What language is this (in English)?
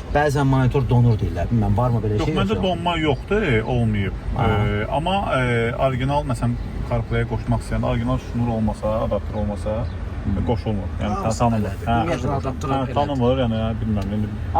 Azerbaijani